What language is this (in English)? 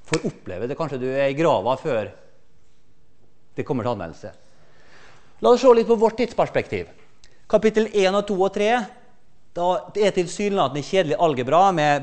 Norwegian